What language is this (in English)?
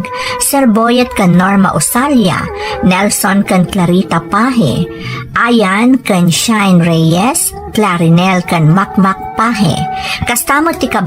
Iloko